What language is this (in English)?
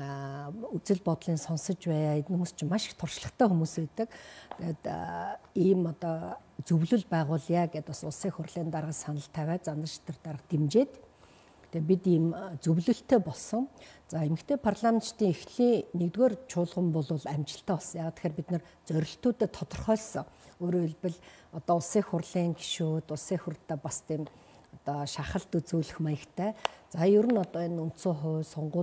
Mongolian